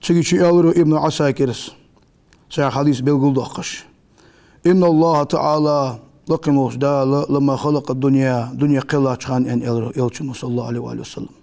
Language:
Ingush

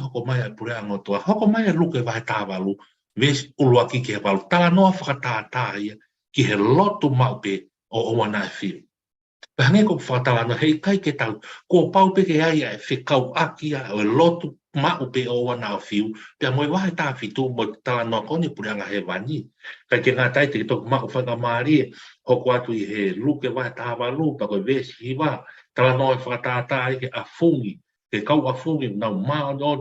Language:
Tongan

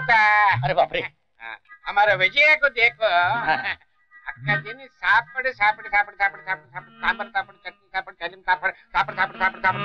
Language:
Marathi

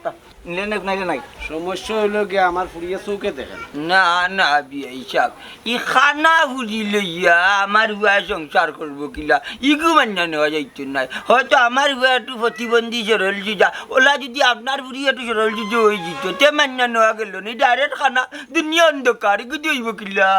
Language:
Sylheti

